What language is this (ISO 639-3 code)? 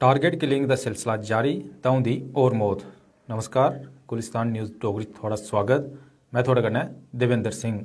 doi